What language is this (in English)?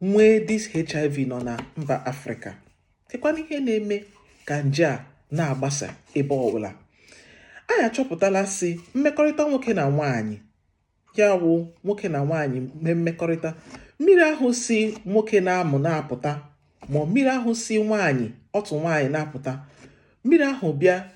Igbo